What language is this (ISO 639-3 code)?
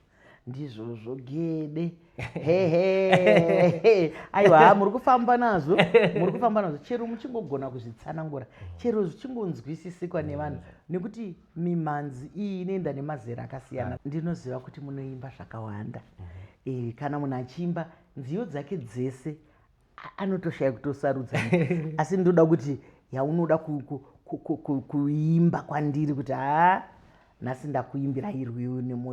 sna